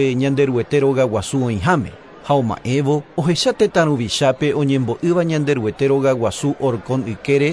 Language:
Guarani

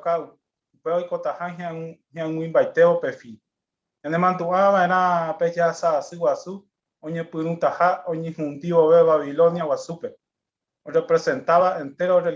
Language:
Guarani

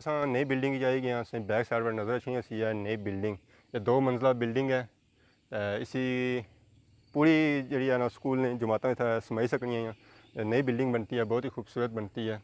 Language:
Pahari-Potwari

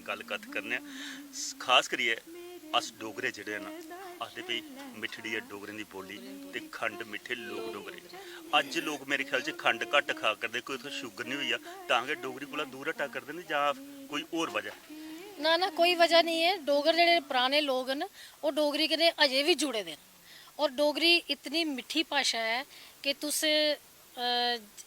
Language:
Dogri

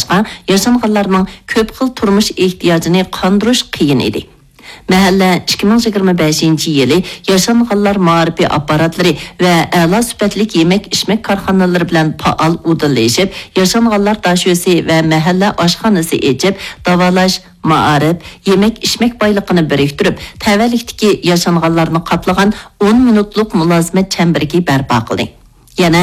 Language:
Uyghur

